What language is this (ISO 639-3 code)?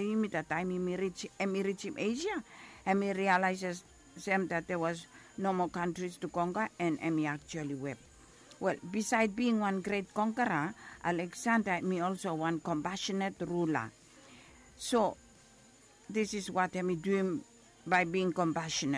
bis